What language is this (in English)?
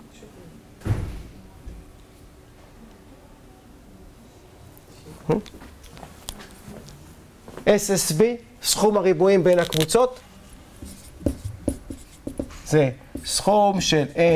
Hebrew